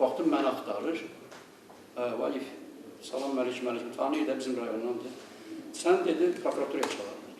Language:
Azerbaijani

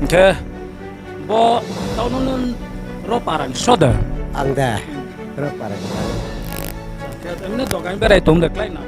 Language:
Riang (India)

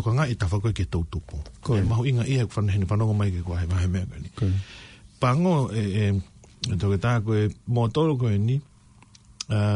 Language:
Tongan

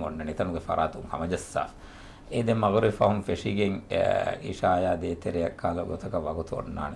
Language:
Divehi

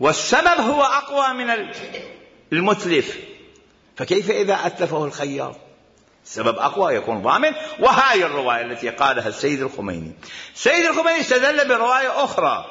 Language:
Mesopotamian Arabic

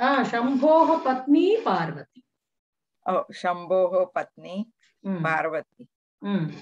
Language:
Sanskrit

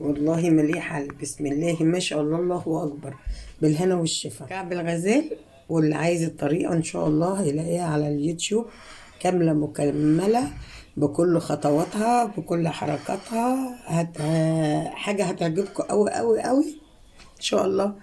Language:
Egyptian Arabic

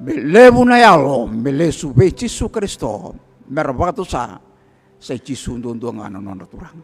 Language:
Fijian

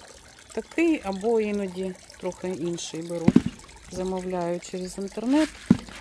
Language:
Ukrainian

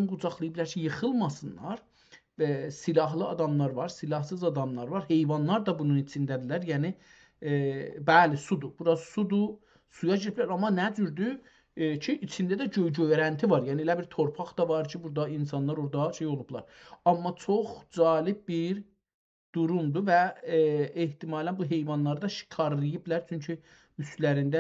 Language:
South Azerbaijani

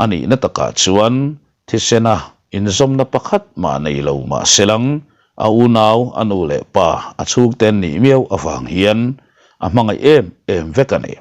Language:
Mizo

